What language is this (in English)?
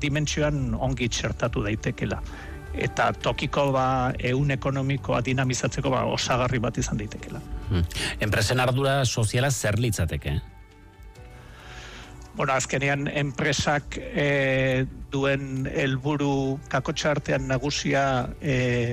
Basque